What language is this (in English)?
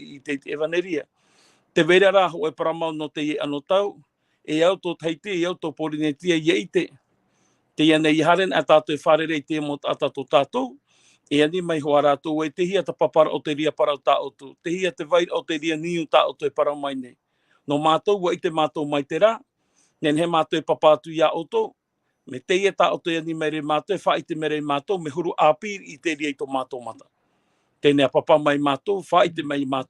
Tahitian